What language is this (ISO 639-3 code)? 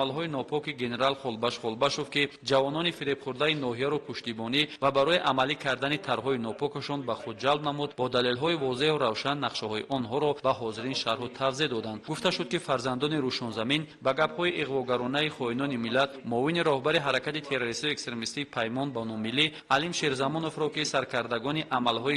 tgk